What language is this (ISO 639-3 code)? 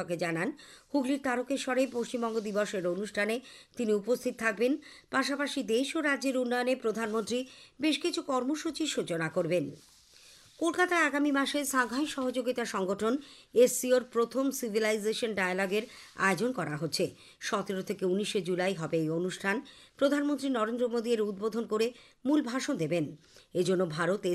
ben